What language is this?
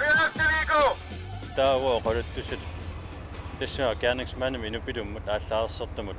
Kalaallisut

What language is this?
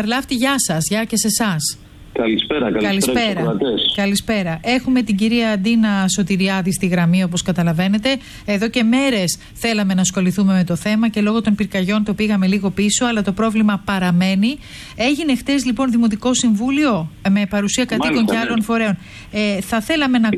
Greek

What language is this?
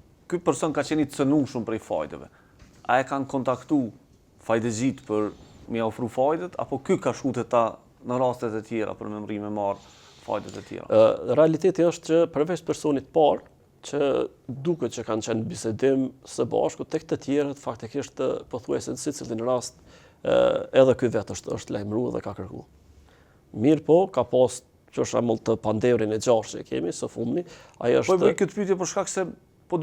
Albanian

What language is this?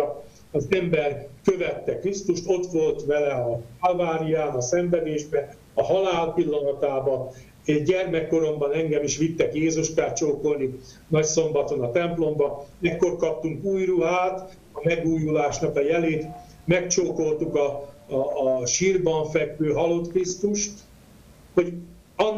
Hungarian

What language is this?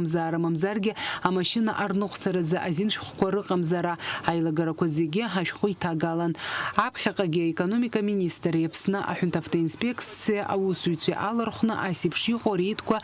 Abkhazian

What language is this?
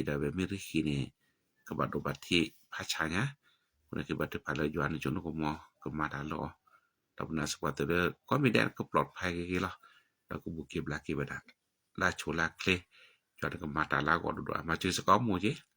S'gaw Karen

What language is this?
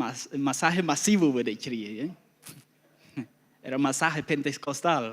Plautdietsch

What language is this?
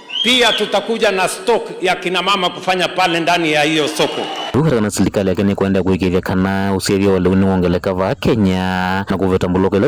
Kamba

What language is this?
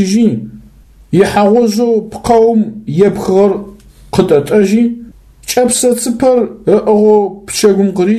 Adyghe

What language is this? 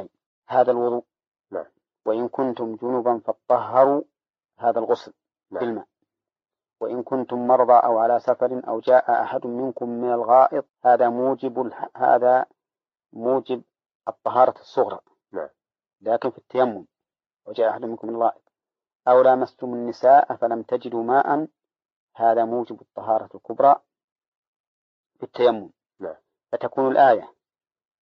Arabic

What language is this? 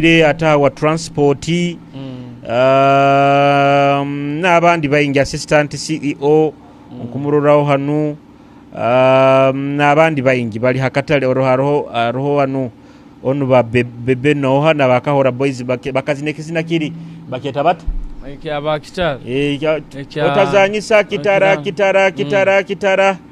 Nyoro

